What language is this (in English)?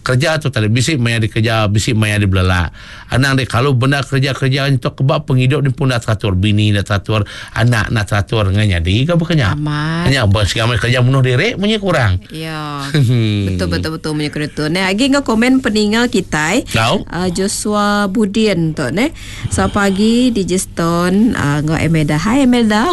Iban